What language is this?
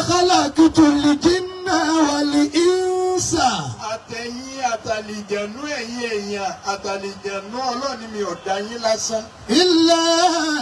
Yoruba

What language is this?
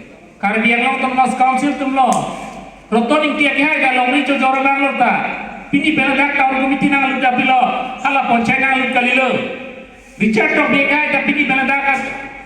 Karbi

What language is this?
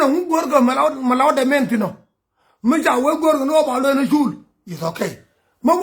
Nuer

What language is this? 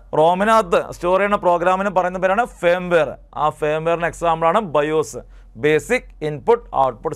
Malayalam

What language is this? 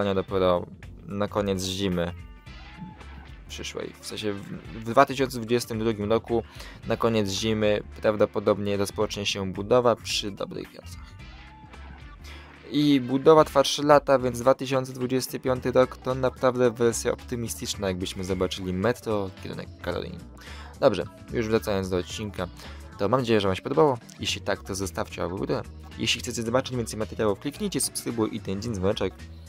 Polish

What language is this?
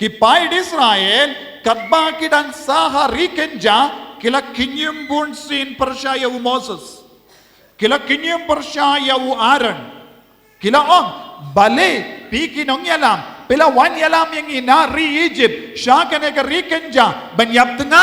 Khasi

